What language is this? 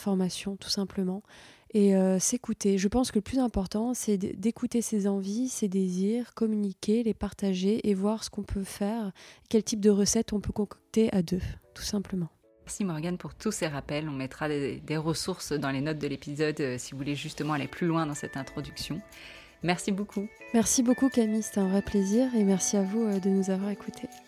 French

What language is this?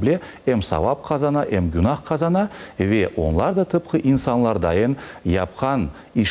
Crimean Tatar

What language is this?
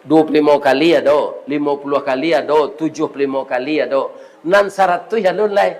Minangkabau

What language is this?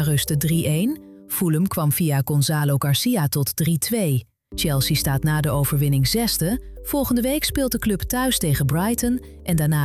Dutch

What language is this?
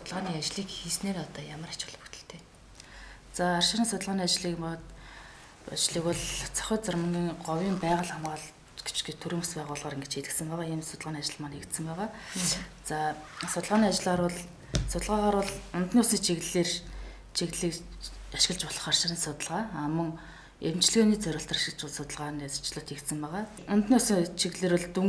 Mongolian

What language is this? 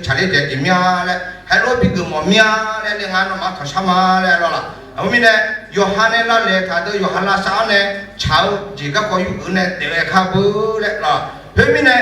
Akha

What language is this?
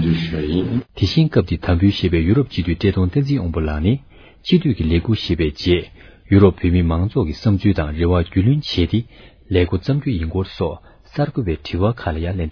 Tibetan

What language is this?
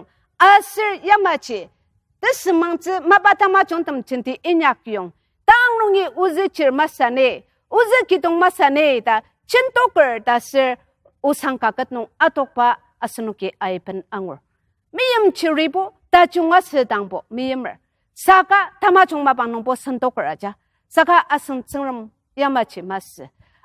Ao Naga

